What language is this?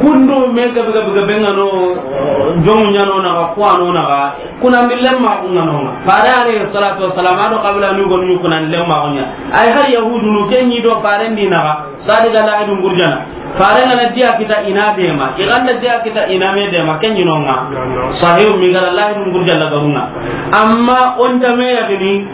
Soninke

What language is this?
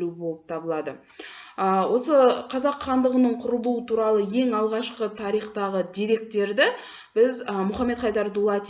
Kazakh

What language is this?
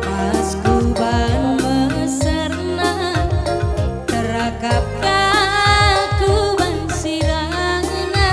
Batak Karo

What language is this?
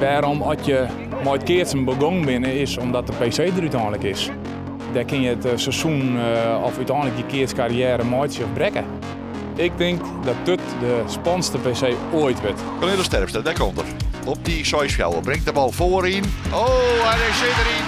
Western Frisian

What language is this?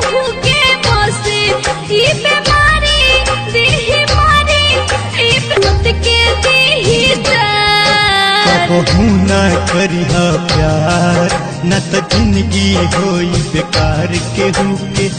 Bhojpuri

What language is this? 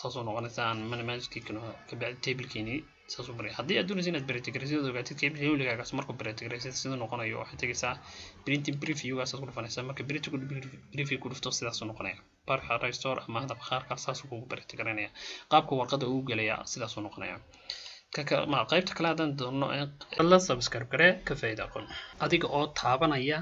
Somali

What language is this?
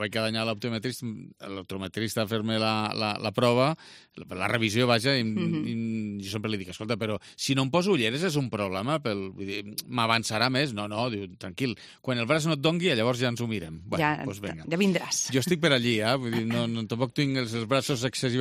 Catalan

